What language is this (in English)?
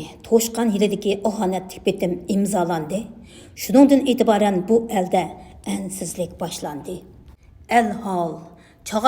Uyghur